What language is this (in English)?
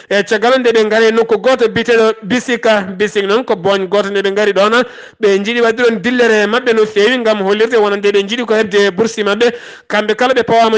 Fula